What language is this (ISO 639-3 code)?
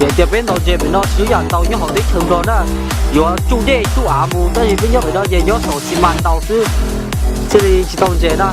hmn